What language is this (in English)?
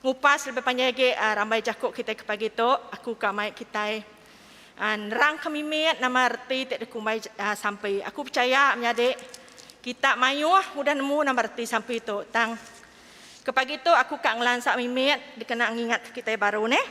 Iban